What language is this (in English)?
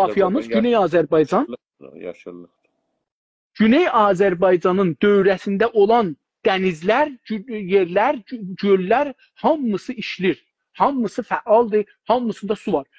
South Azerbaijani